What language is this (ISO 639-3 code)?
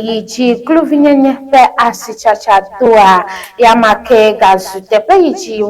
ewe